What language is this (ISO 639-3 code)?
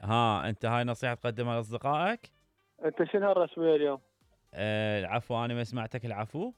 acm